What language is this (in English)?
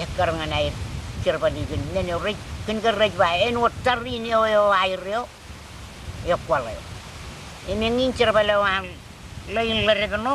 Marshallese